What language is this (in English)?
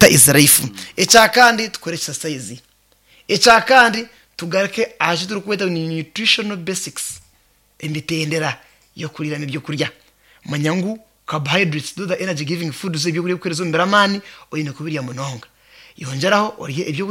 Nyankole